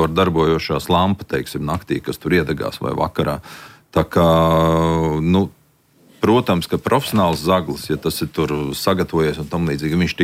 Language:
Latvian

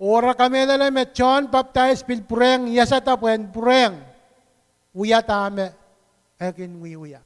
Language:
Pohnpeian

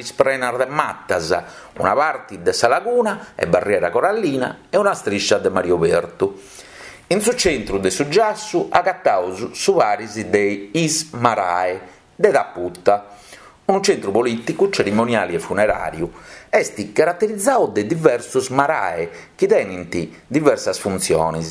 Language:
Sardinian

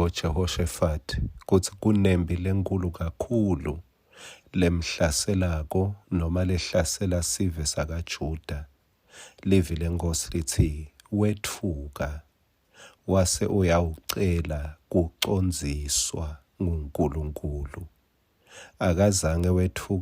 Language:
Swati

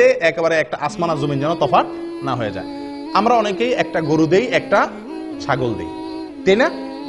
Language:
Bangla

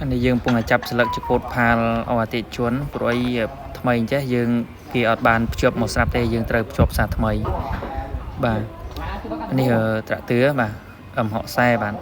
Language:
Khmer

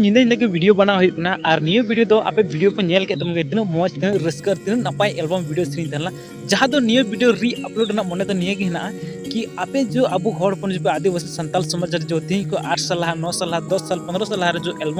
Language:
Santali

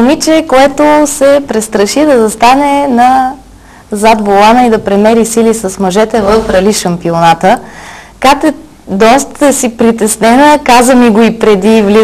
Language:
Bulgarian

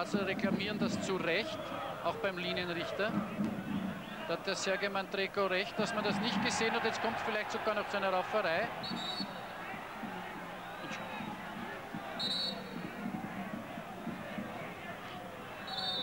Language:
German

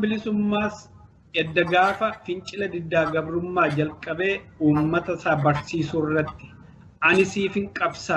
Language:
Oromo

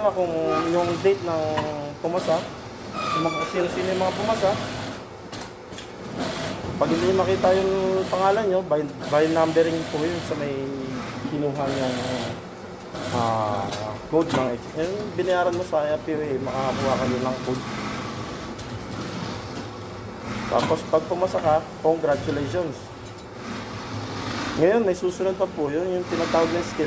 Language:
Filipino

